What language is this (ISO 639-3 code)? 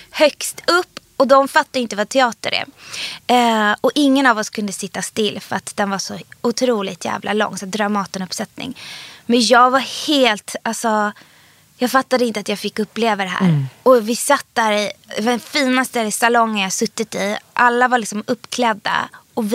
swe